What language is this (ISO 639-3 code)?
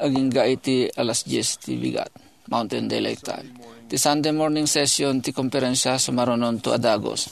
ilo